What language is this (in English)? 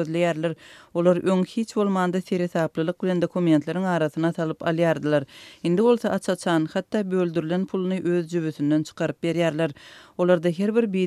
Kyrgyz